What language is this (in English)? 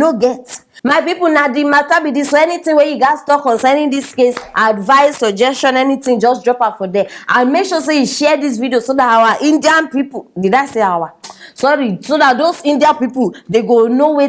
Nigerian Pidgin